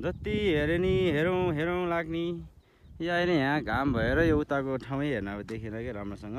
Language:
Nepali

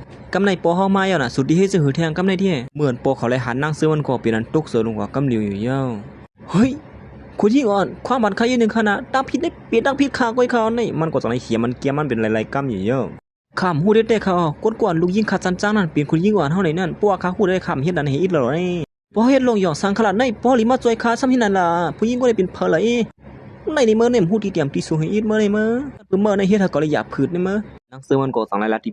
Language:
Shan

